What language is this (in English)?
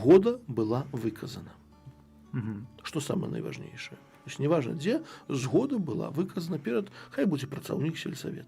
Belarusian